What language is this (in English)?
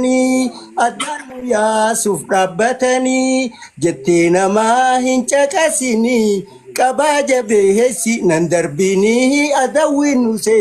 Oromo